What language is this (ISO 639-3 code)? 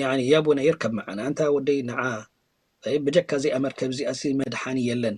tir